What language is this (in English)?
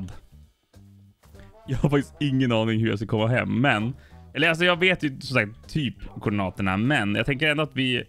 Swedish